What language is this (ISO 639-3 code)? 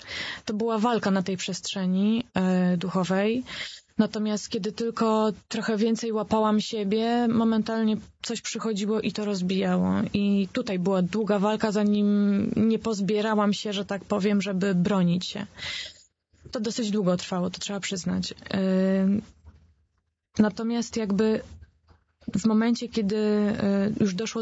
pol